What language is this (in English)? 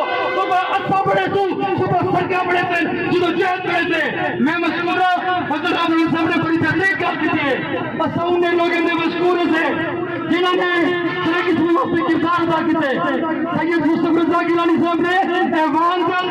Saraiki